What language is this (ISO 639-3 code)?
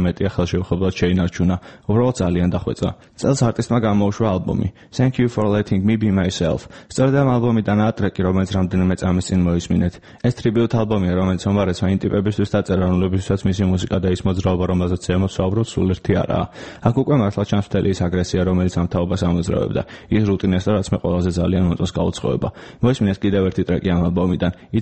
kat